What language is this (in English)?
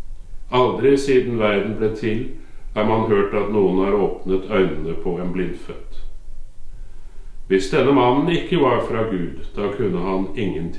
Norwegian